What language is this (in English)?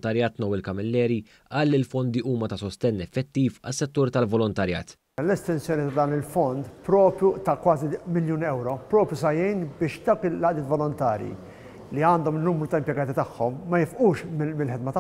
Maltese